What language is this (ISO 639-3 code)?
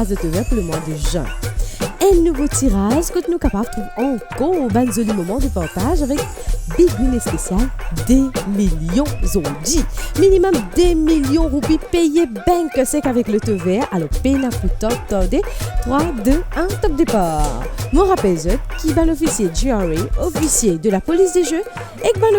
mfe